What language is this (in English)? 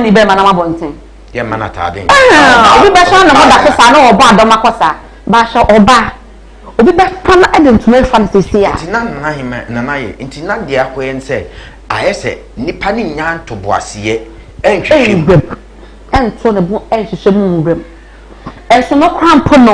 Akan